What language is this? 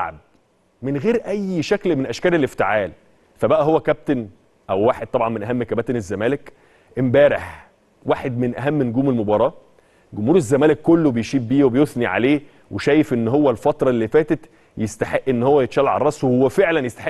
Egyptian Arabic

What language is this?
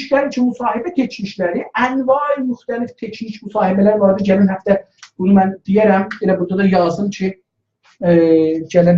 South Azerbaijani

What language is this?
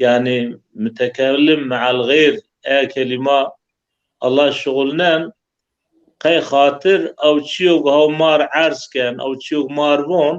Zaza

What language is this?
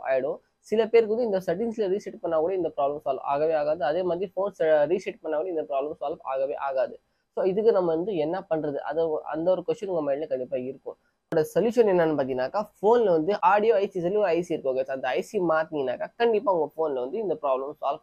Tamil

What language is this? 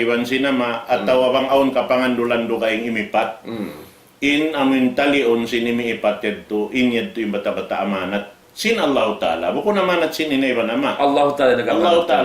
Tausug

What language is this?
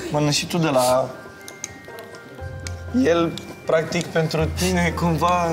Romanian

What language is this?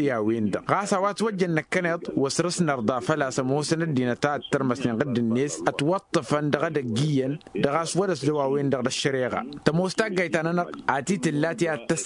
Tamasheq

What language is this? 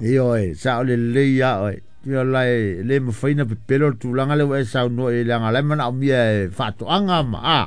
Samoan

